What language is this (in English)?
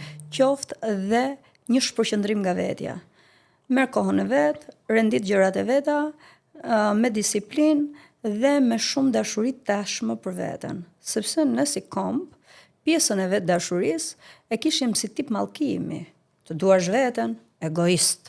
Albanian